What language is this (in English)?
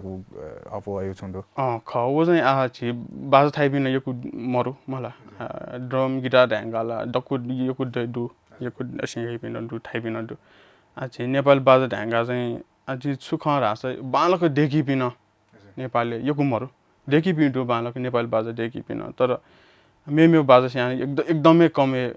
Newari